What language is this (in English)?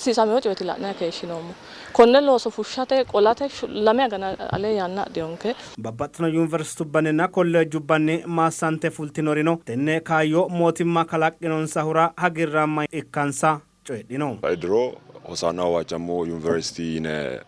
Sidamo